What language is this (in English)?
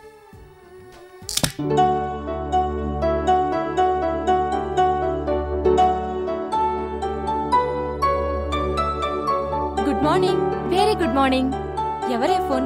Telugu